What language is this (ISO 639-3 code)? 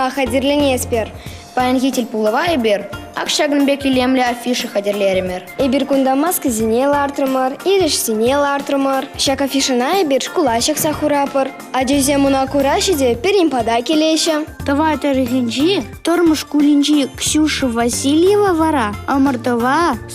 chv